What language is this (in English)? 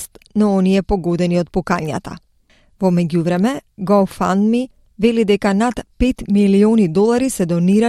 Macedonian